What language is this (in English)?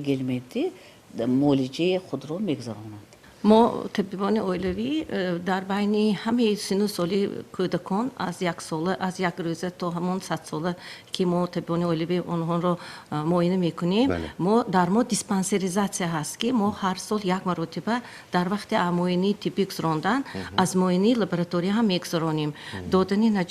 Tajik